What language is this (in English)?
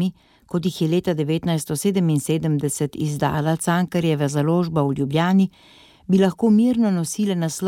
Slovenian